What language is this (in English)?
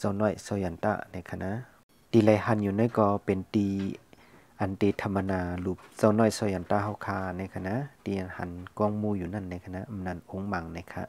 Shan